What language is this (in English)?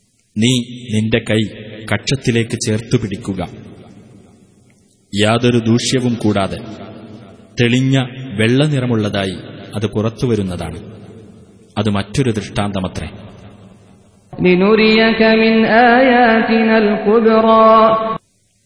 Malayalam